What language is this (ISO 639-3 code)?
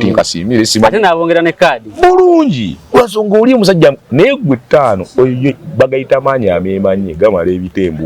lug